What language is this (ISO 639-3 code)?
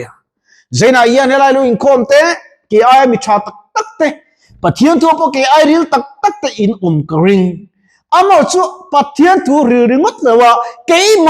lus